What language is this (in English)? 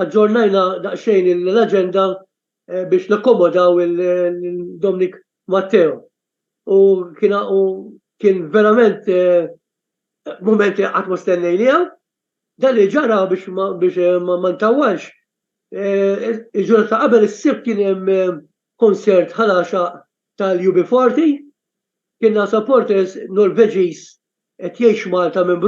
Maltese